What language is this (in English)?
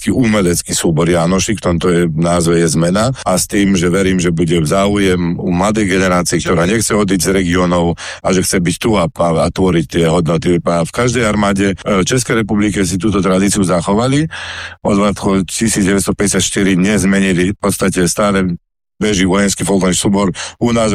Slovak